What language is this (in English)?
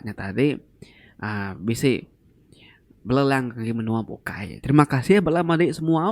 Iban